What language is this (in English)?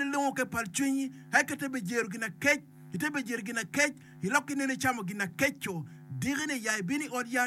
Acoli